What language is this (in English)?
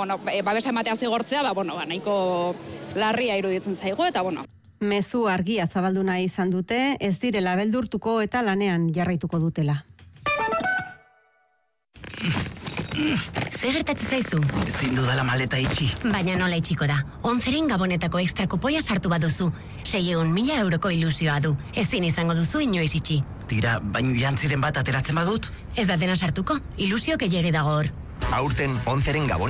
Basque